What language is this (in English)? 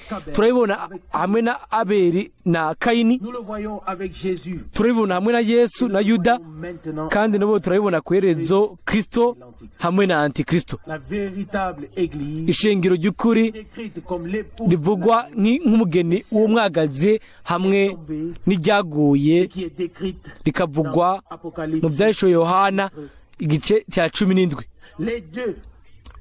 Rundi